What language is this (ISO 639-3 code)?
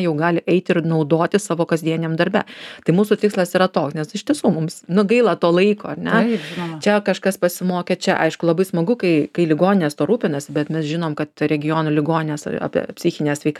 lit